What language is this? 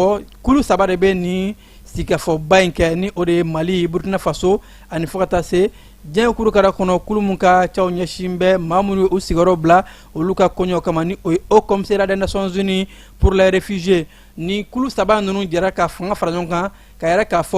Bambara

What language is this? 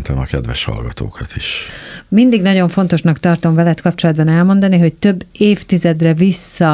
Hungarian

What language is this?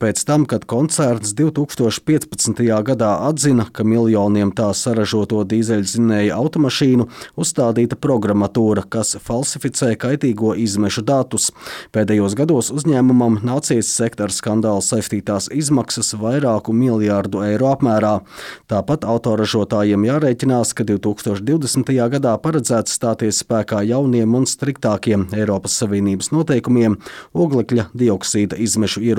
Latvian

